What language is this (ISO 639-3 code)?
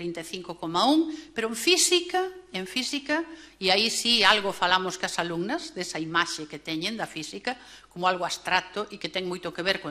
glg